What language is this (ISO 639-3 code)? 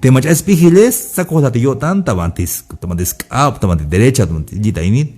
tzh